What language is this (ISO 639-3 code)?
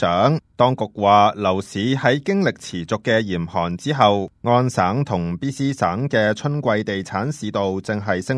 yue